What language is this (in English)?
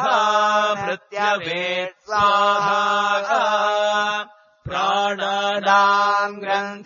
Sanskrit